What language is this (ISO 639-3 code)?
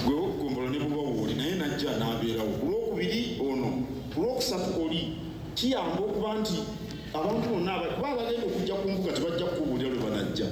lug